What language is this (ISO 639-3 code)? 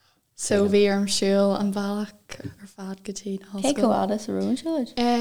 gle